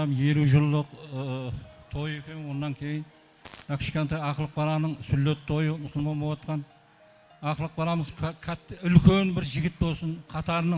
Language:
Kara-Kalpak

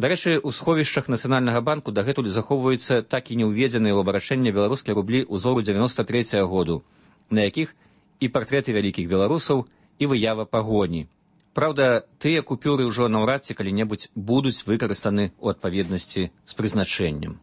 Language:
Belarusian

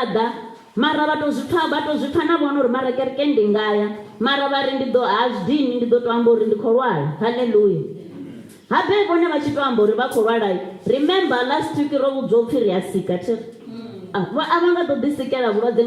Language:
Venda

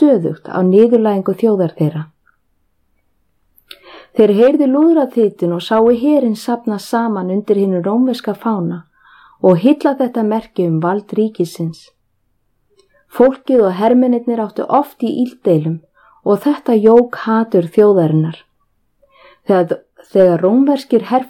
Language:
Icelandic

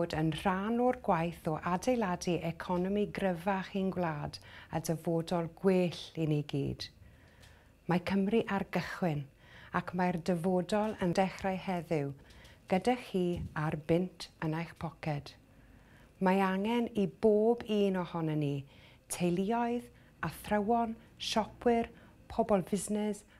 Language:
Welsh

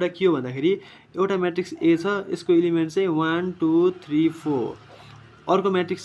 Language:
Nepali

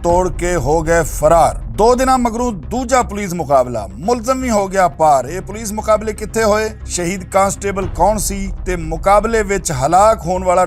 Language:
Western Panjabi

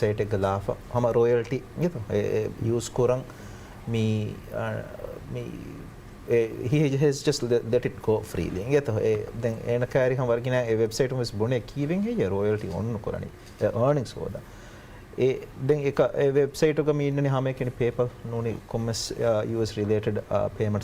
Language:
Divehi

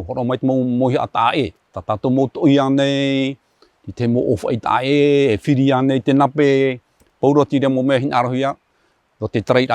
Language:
Tahitian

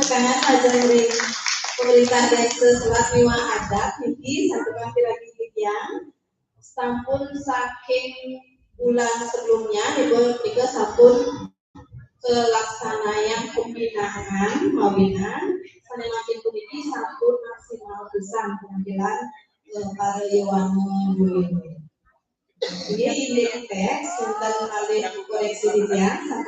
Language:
Balinese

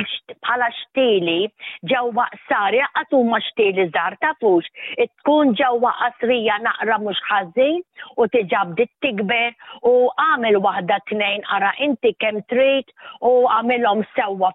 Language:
Maltese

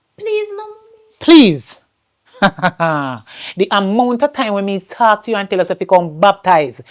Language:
Jamaican Creole English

